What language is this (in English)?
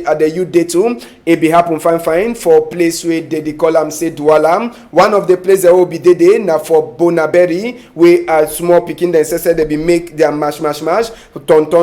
Cameroon Pidgin